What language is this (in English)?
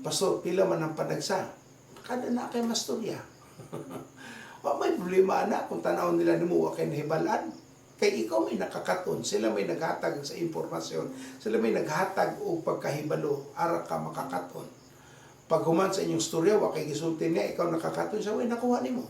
Cebuano